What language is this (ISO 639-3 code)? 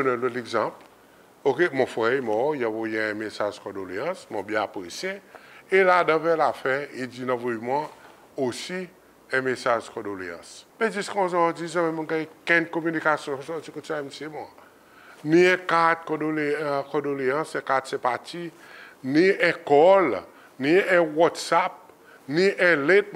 crs